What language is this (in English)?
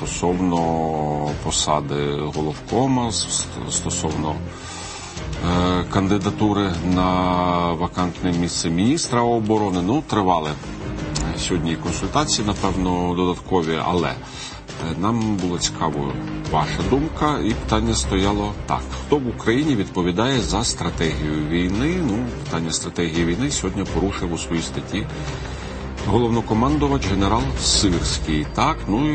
Ukrainian